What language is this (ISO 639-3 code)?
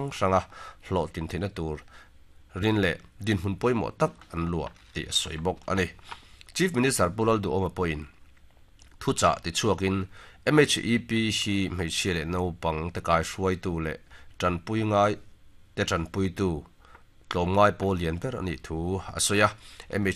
lus